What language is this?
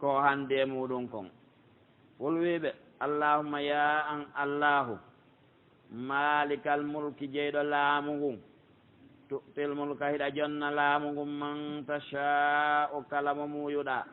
Pular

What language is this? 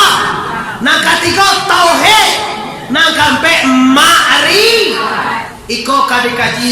Minangkabau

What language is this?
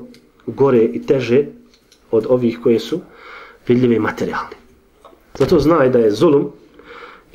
Bosnian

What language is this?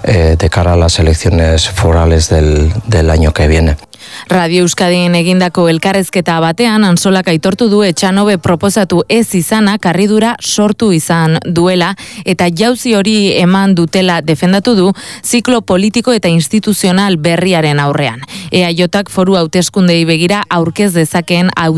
Basque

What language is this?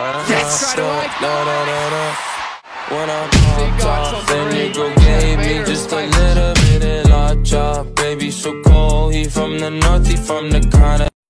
English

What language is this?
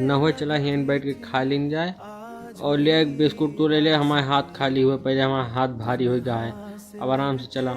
Awadhi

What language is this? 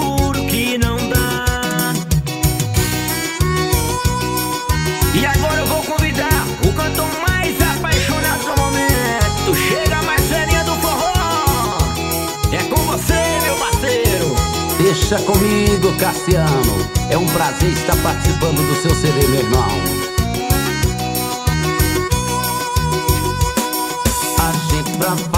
Portuguese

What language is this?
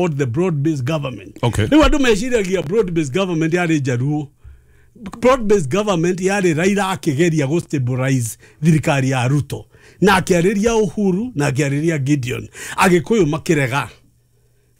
Kikuyu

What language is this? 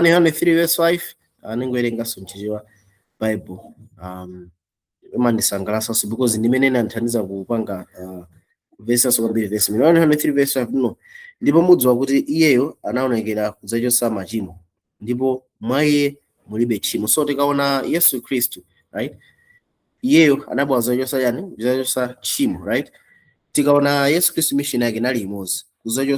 Nyanja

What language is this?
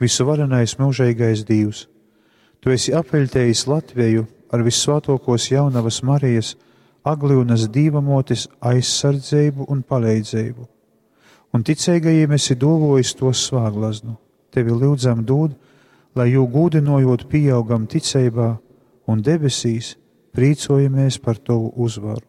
Latgalian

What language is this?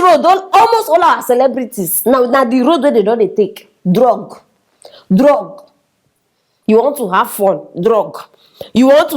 Nigerian Pidgin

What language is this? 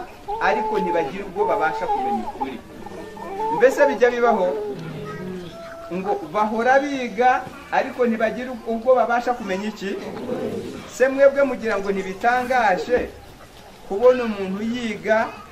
Kinyarwanda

